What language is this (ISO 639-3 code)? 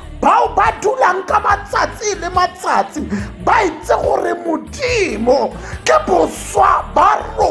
tsn